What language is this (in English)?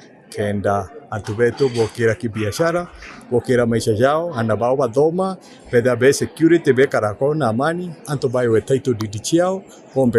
Meru